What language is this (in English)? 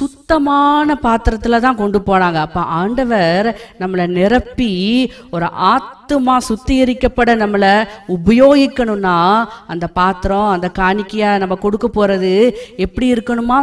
Tamil